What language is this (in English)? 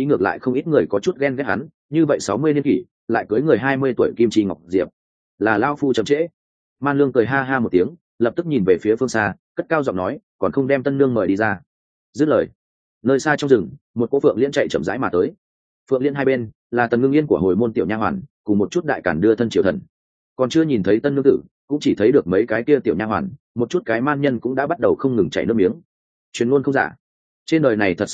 Vietnamese